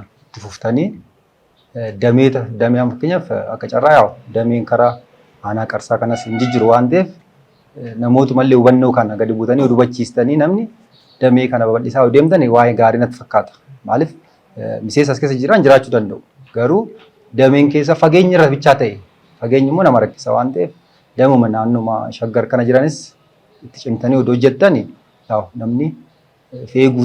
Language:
Oromo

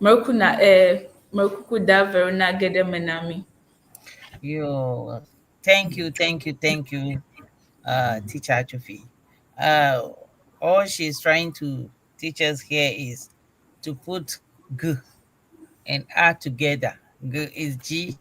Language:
Ewe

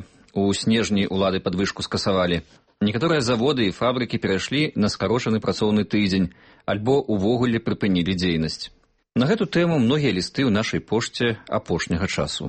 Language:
Belarusian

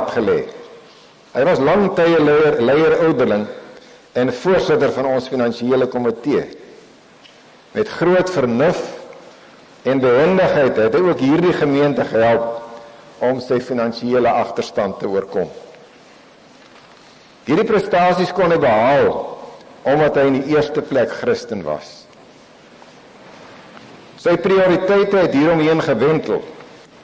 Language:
Afrikaans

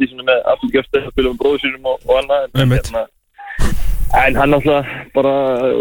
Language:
Icelandic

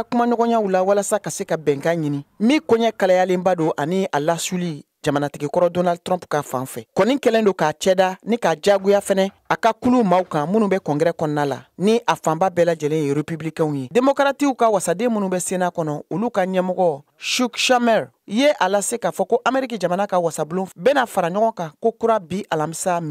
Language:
Bambara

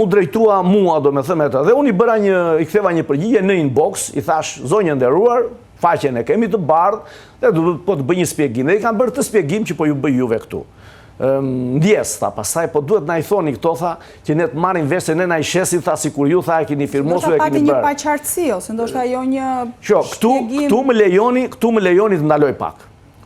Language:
Albanian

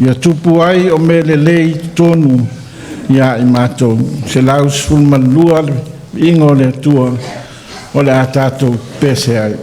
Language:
Samoan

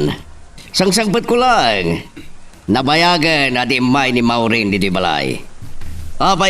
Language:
Iloko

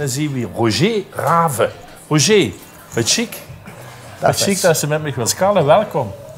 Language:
Limburgish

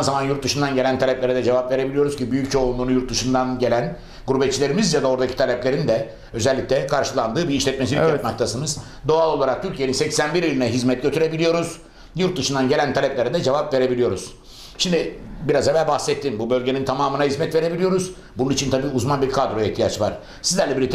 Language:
Turkish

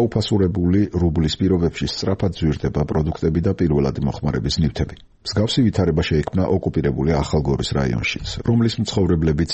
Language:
Georgian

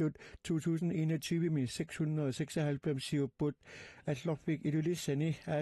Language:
Kalaallisut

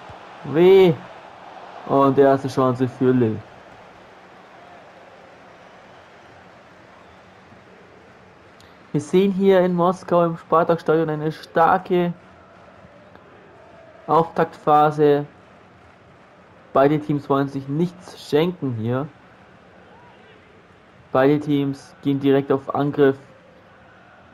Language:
German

